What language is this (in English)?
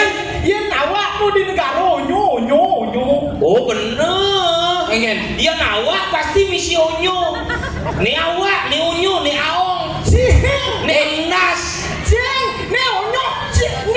Balinese